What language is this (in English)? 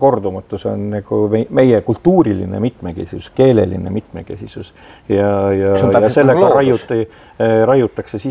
Estonian